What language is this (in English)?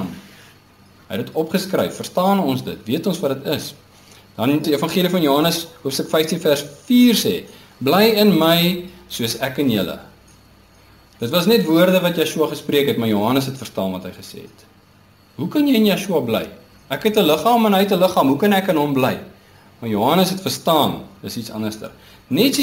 Afrikaans